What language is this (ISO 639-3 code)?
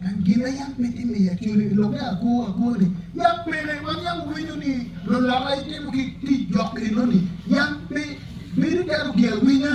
ach